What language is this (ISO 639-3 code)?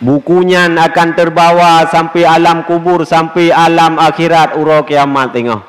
ace